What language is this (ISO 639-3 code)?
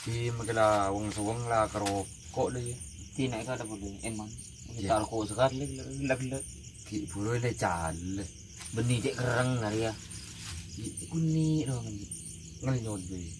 mad